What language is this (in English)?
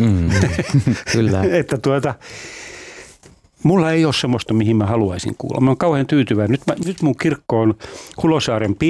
Finnish